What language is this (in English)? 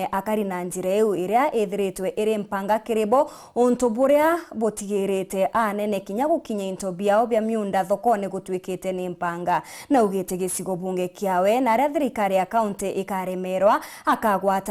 Meru